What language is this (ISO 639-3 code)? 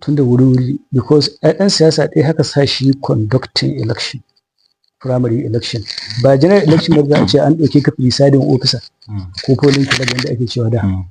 hau